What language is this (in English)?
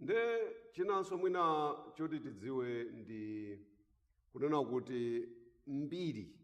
Nyanja